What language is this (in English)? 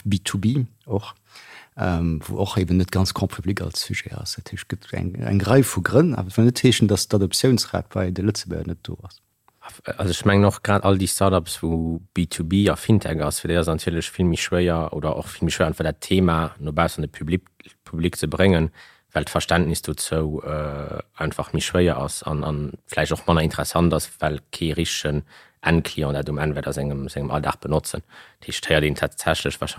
Luxembourgish